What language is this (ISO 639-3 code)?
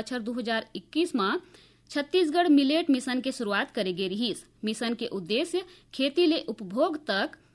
hne